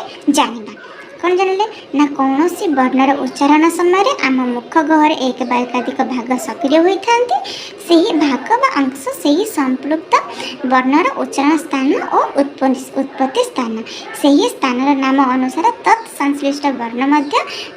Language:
Odia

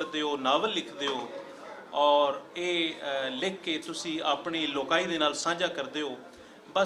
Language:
Western Panjabi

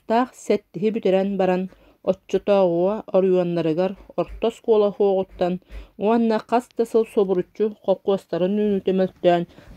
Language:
Yakut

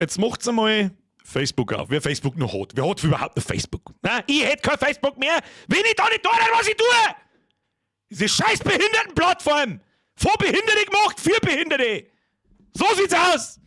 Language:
Bavarian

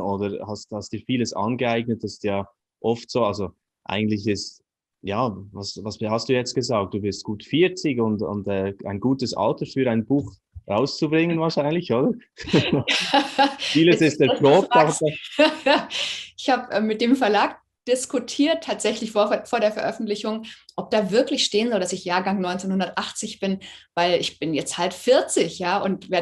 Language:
Swiss German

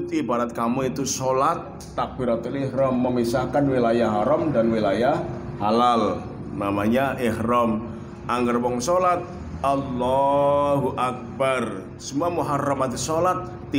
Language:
Javanese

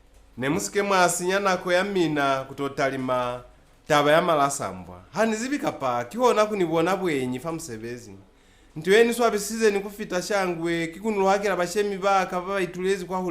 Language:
Lozi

